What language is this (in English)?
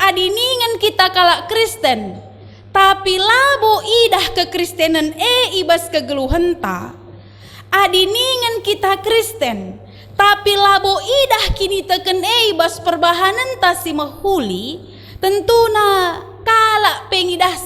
Batak Karo